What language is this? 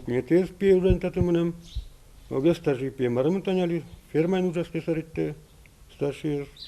Udmurt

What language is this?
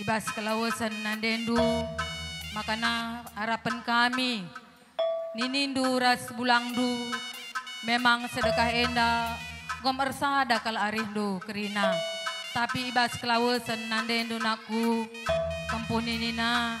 Batak Karo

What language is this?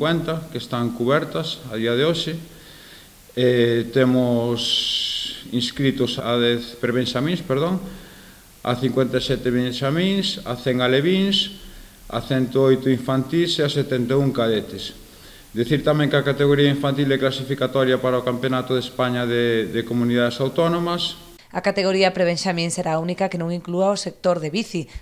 Galician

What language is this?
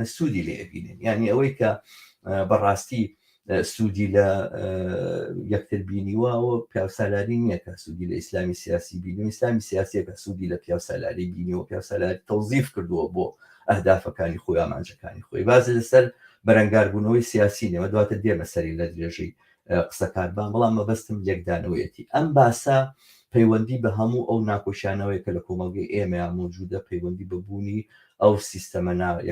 Central Kurdish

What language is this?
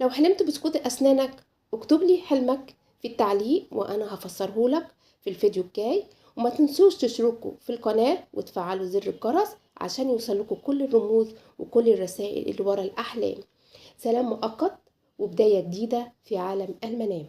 Egyptian Arabic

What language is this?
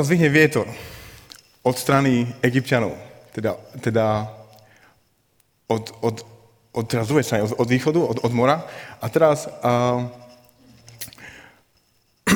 Slovak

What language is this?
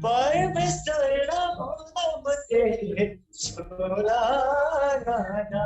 Eastern Tamang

